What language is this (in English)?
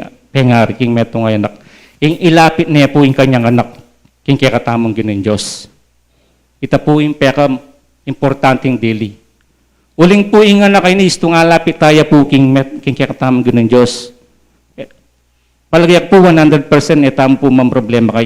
Pampanga